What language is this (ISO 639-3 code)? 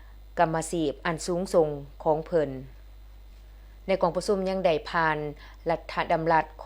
lao